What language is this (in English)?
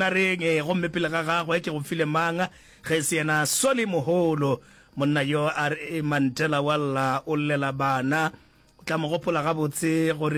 Northern Sotho